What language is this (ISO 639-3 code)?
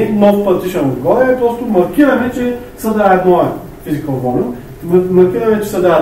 bul